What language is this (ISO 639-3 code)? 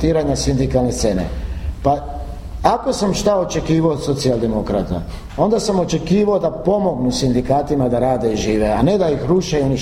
hrv